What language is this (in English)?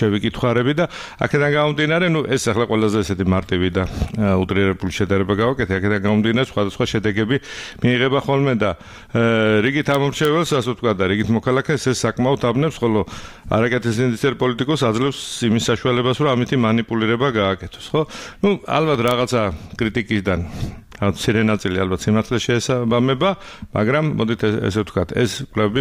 Georgian